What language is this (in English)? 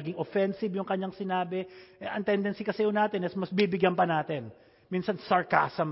Filipino